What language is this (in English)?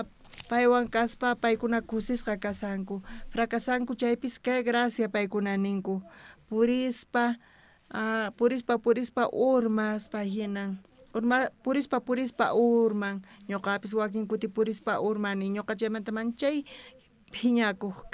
South Bolivian Quechua